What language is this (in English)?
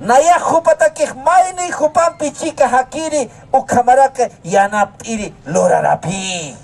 Aymara